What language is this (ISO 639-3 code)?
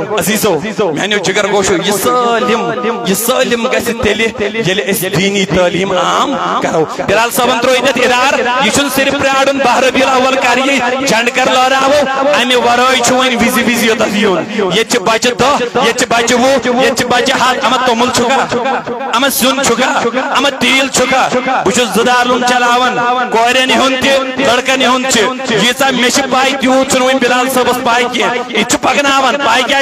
kas